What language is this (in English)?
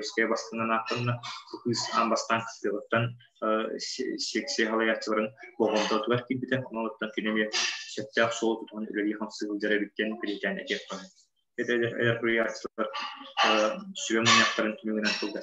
Yakut